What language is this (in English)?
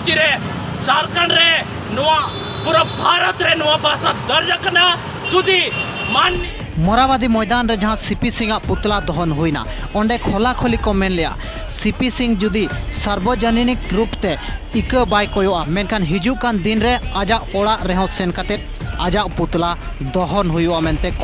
Santali